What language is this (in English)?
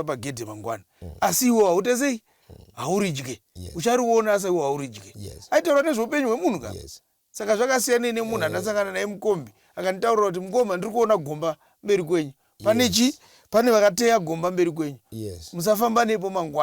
Shona